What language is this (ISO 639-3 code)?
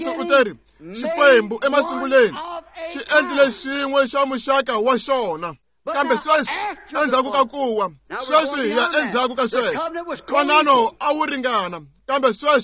tso